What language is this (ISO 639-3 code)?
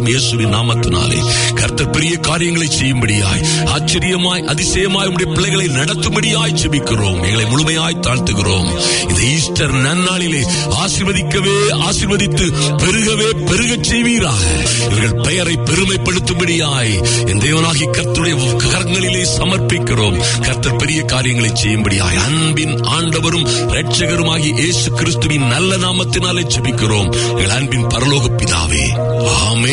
tam